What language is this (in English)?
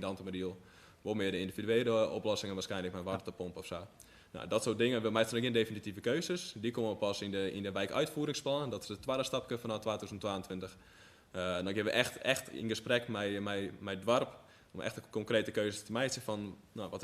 Western Frisian